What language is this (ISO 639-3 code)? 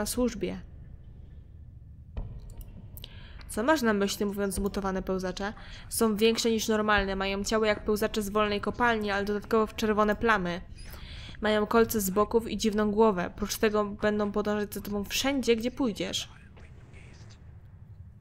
pol